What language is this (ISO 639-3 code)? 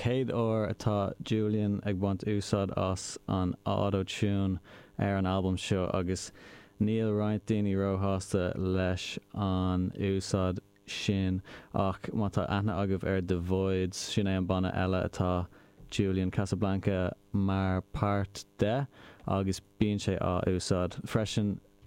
gle